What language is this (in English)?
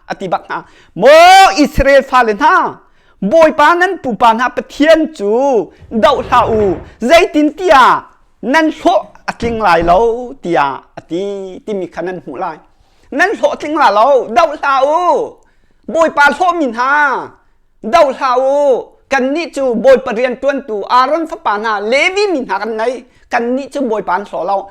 Hakha Chin